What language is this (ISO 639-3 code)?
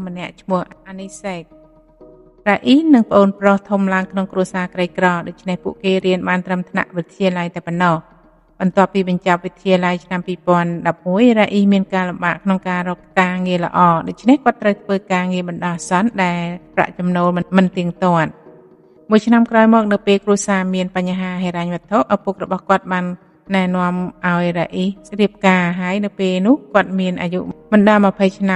khm